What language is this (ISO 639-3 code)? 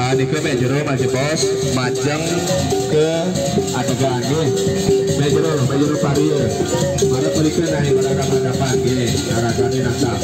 ban